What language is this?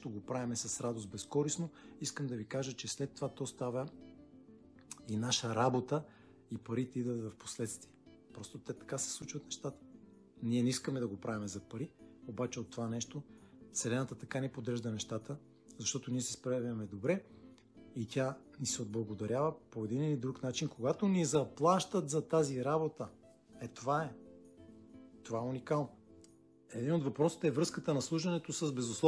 Bulgarian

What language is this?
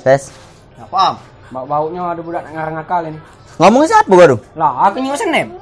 Musi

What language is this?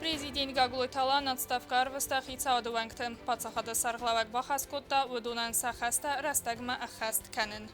Ossetic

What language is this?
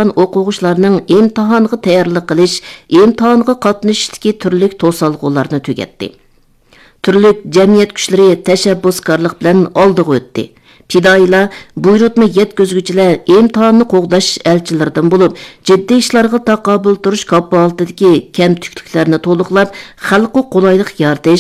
Uyghur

